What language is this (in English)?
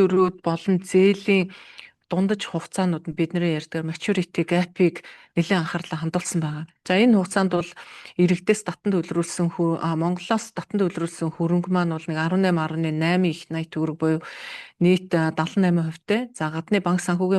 Mongolian